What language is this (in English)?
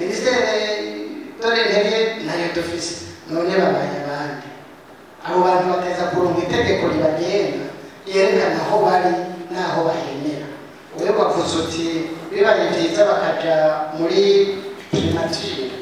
Rundi